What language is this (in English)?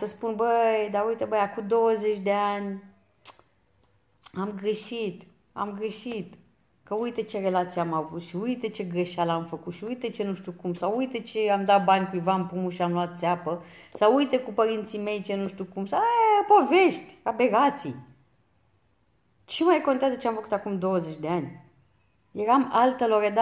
Romanian